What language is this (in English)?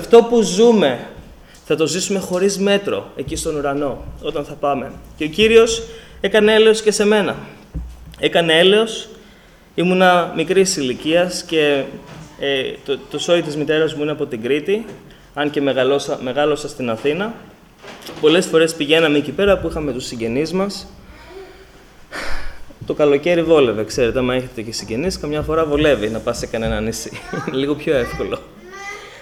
Greek